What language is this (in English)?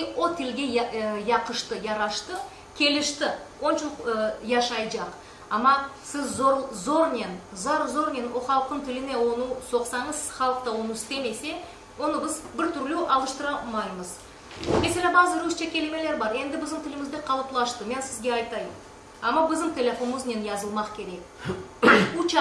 Crimean Tatar